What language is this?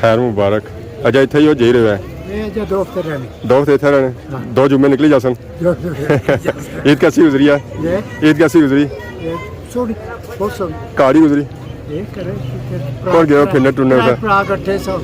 Pahari-Potwari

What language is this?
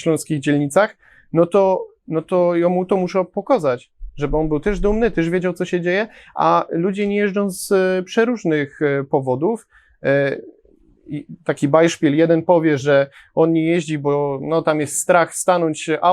Silesian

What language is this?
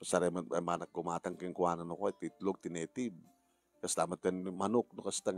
Iloko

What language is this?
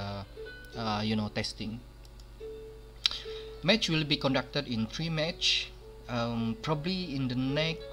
English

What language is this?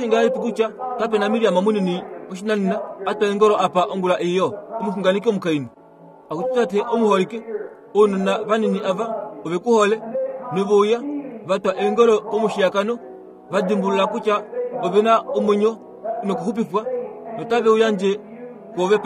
Kuanyama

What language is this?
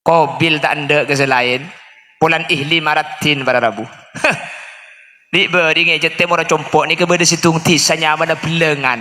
Madurese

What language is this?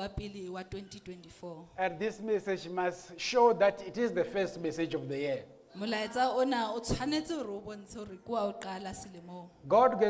Southern Sotho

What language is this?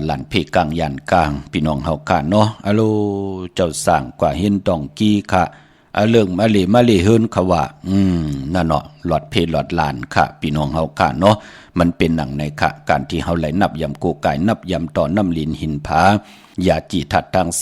Shan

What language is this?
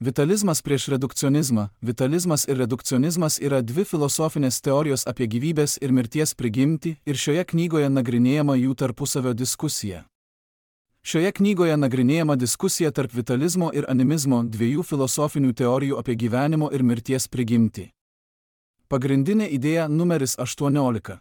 Lithuanian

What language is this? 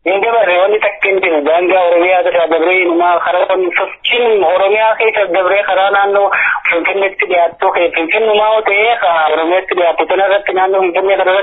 Oromo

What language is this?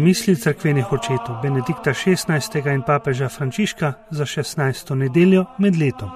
Slovenian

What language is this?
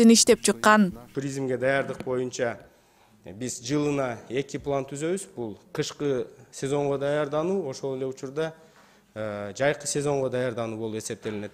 Kyrgyz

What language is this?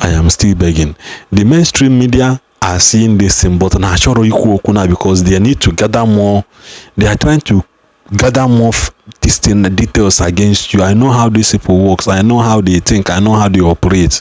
Igbo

